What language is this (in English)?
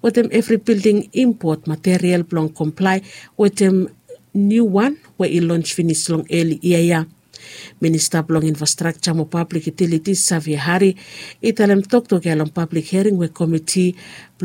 Bislama